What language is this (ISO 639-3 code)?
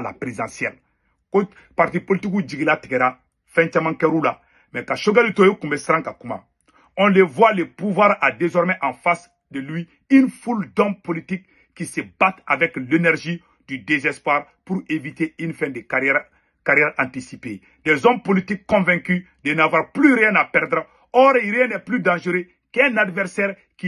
bam